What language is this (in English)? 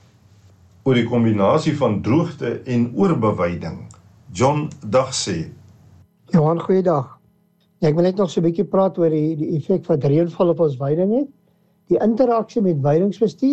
Afrikaans